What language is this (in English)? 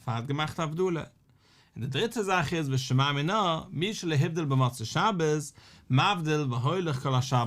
Yiddish